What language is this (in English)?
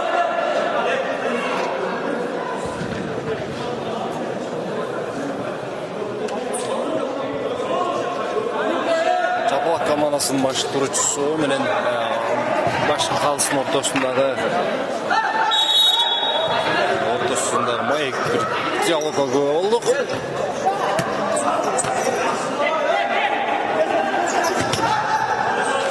Kyrgyz